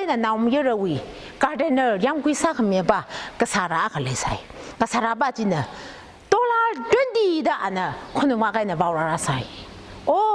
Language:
Tangkhul Naga (India)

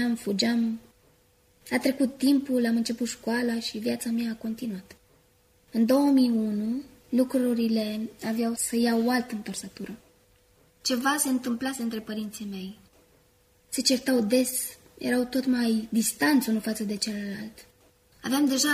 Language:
Romanian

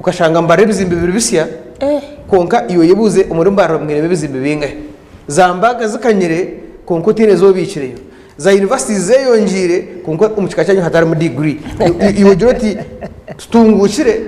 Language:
Nyankole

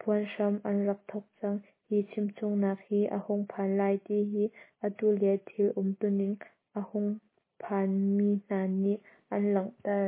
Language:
Hakha Chin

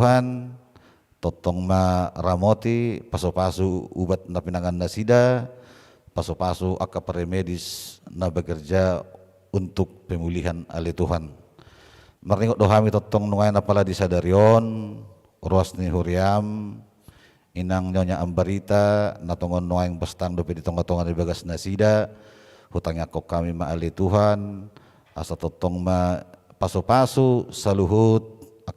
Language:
Batak Toba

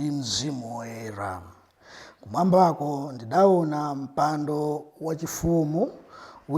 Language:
Nyanja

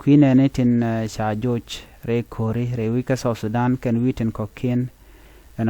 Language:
Nuer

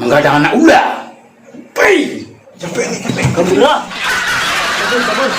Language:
Minangkabau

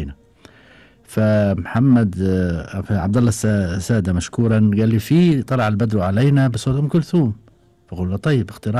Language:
Gulf Arabic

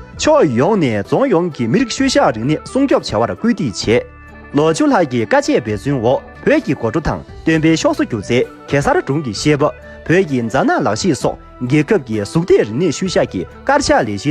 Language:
Tibetan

